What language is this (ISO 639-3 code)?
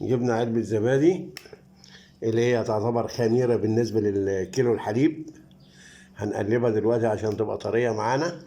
arz